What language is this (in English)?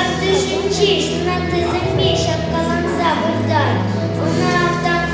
Chuvash